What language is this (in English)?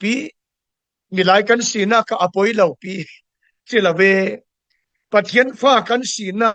Falam Chin